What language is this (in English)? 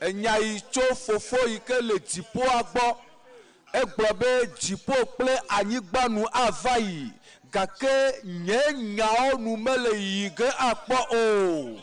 Ewe